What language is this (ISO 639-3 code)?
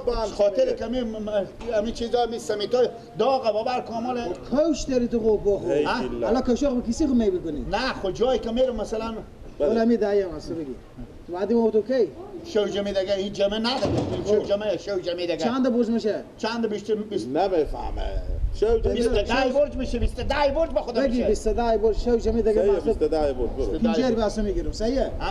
fas